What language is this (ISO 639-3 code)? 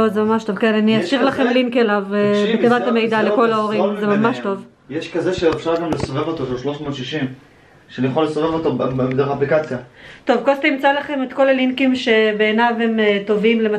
heb